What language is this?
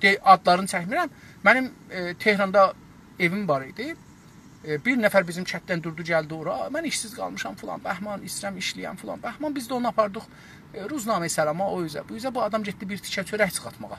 South Azerbaijani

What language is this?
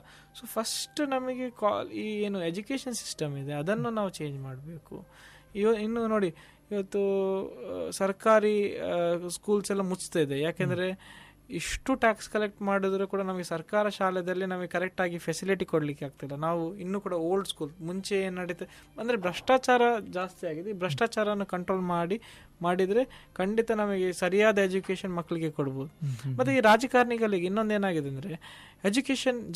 Kannada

